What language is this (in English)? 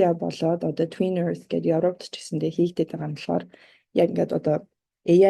Mongolian